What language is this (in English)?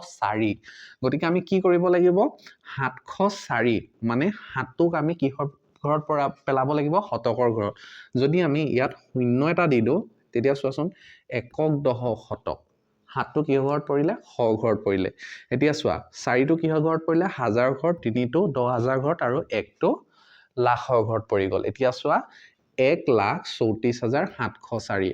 Assamese